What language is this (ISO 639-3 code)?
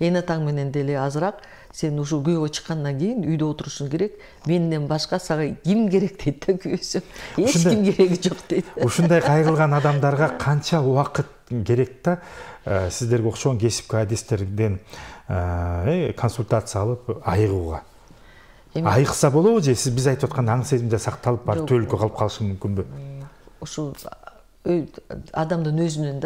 kir